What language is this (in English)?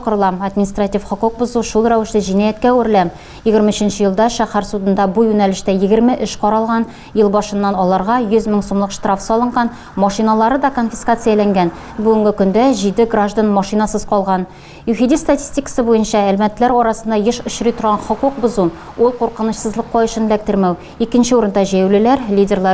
Tatar